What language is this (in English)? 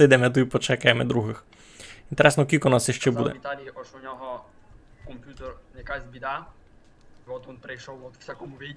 Rusyn